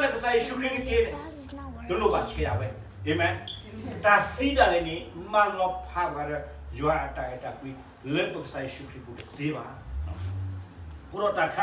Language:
S'gaw Karen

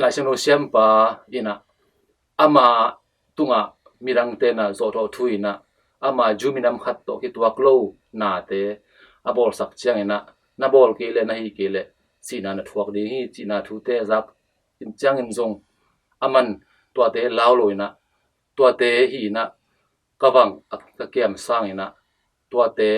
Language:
Tedim Chin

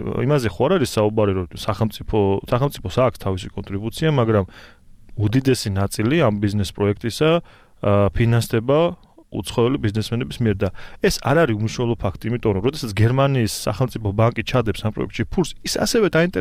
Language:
Georgian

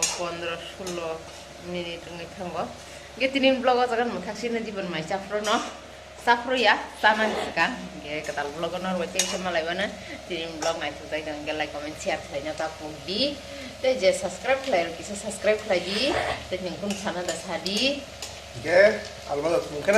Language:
Kok Borok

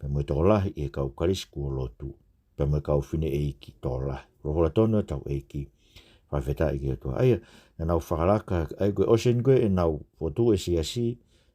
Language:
Tongan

